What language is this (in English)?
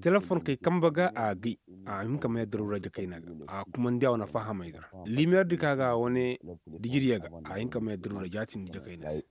Koyraboro Senni